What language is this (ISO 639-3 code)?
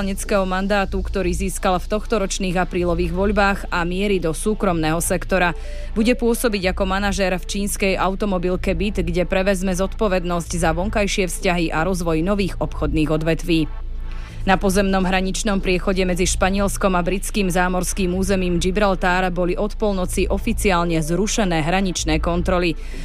slk